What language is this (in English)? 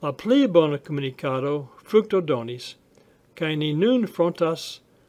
Esperanto